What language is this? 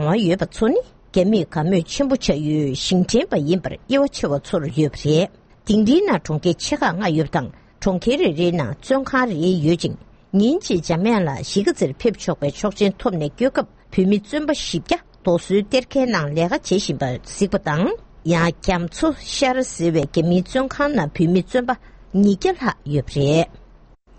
Tibetan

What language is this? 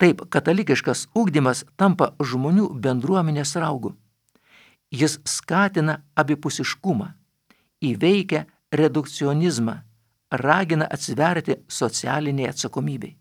Lithuanian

